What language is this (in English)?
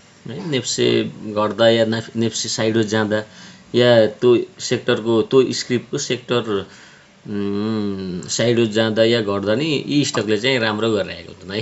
Nepali